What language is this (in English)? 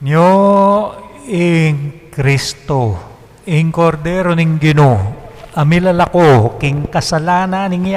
Pampanga